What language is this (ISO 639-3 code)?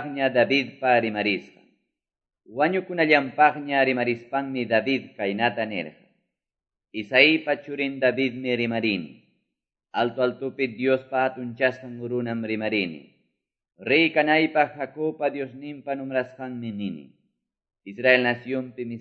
que